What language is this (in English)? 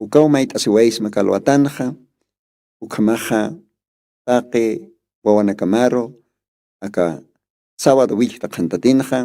Aymara